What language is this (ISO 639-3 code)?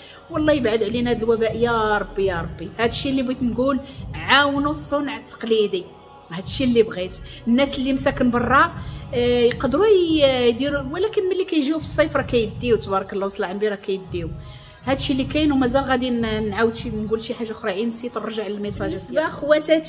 ary